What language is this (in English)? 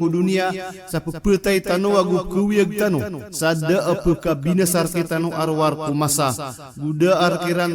Maranao